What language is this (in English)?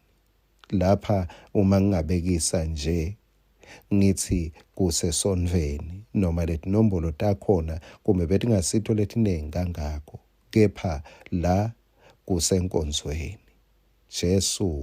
Swati